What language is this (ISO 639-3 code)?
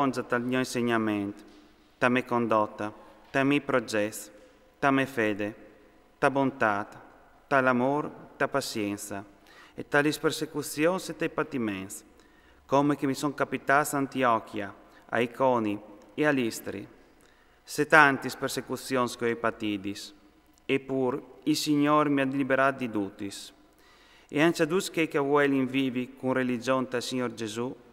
fur